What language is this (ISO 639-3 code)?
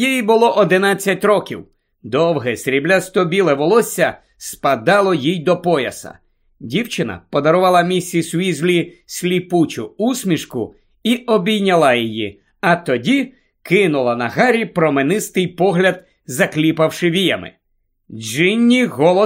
ukr